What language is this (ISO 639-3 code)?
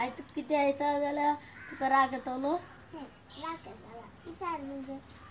kok